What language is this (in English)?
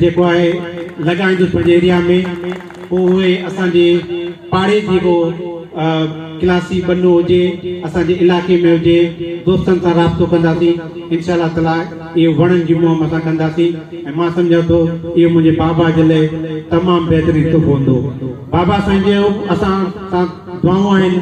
Sindhi